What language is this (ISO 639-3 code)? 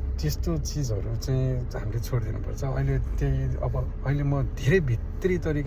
nep